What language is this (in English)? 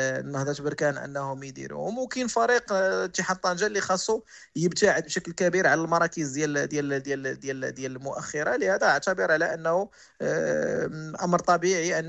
Moroccan Arabic